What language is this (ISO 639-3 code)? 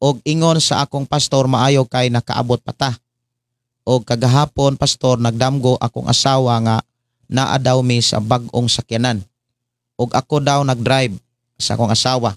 ceb